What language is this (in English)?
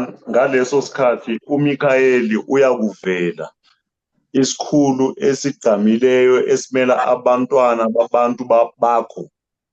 Zulu